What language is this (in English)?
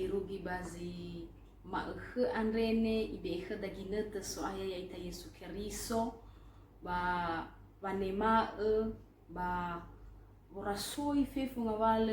Nias